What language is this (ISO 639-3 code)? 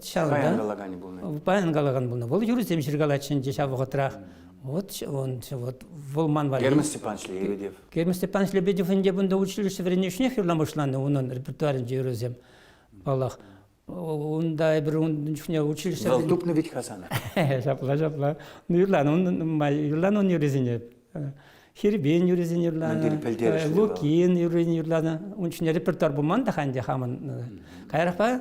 chv